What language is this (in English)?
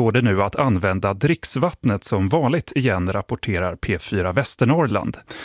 Swedish